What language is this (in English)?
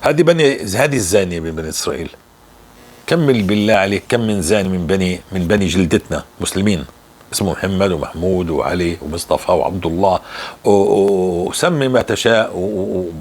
North Levantine Arabic